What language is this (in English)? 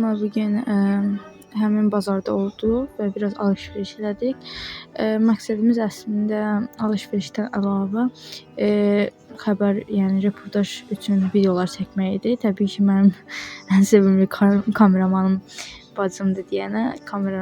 Azerbaijani